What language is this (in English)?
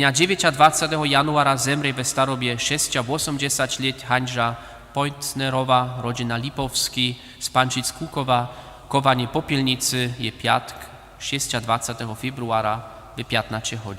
Upper Sorbian